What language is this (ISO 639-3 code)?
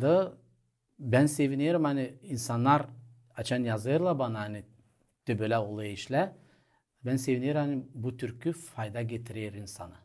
gag